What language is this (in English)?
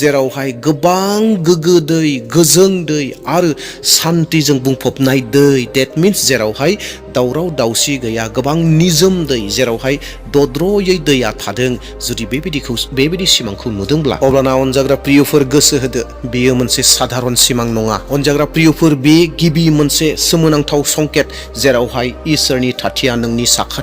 Bodo